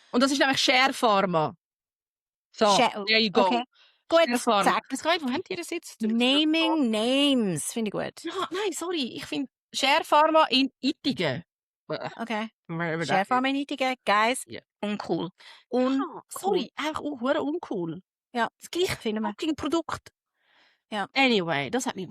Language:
Swiss German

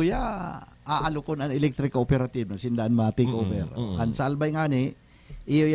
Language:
Bikol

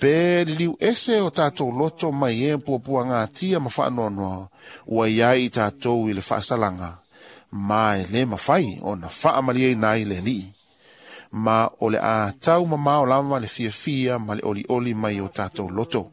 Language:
Samoan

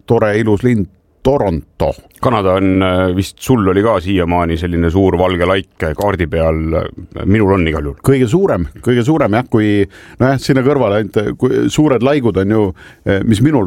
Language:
Estonian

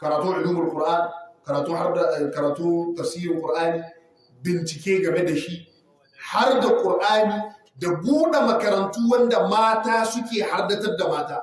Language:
Hausa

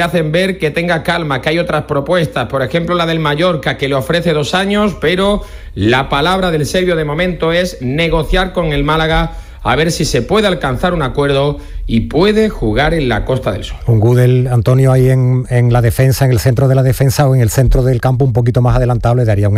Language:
Spanish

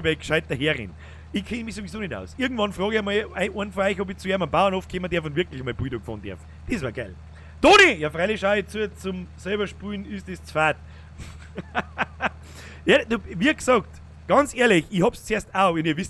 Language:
Bavarian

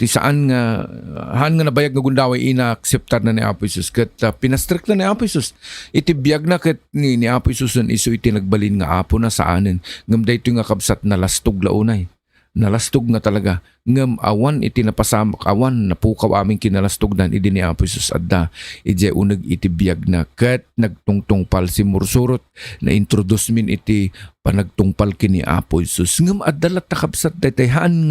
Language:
Iloko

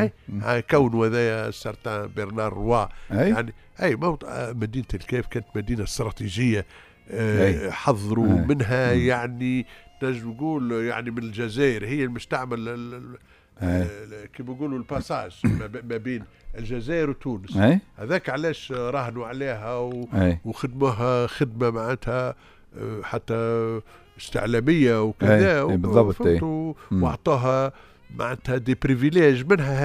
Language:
Tunisian Arabic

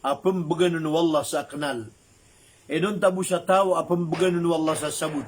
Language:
Maranao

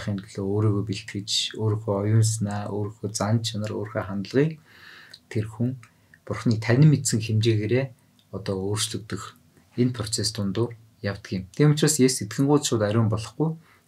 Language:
Mongolian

